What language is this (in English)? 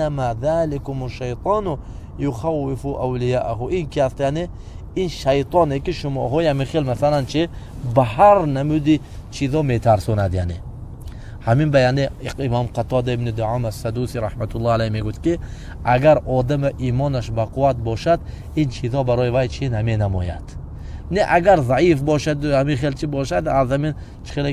Tajik